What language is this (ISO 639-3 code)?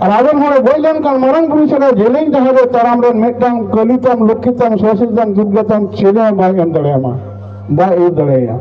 sat